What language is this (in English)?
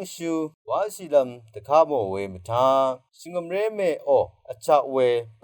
Rawang